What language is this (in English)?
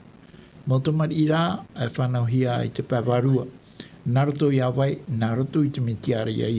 Tahitian